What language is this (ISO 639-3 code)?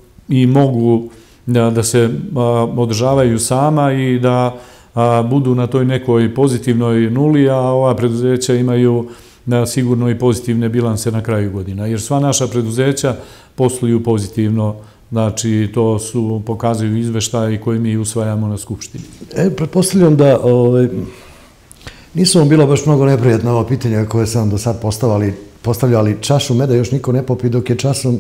srp